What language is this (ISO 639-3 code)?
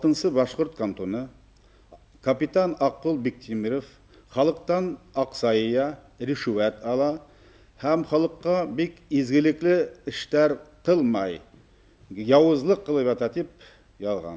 bak